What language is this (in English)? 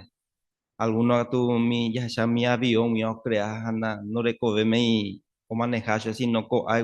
Guarani